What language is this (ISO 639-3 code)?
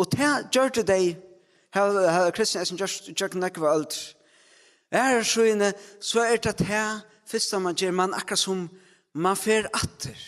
fao